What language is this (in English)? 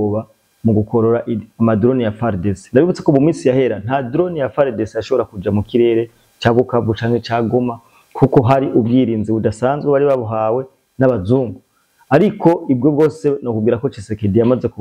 Rundi